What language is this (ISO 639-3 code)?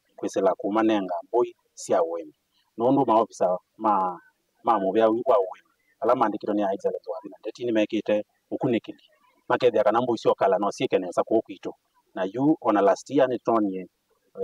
kam